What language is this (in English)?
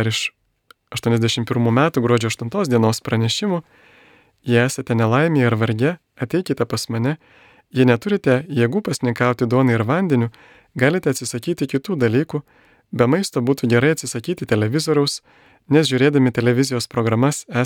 Lithuanian